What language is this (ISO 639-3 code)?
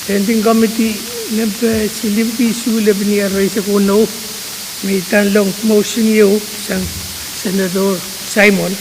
pon